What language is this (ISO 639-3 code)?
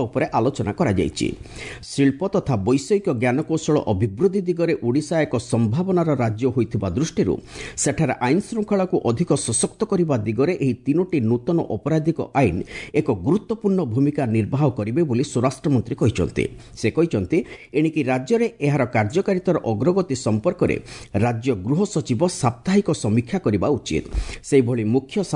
ori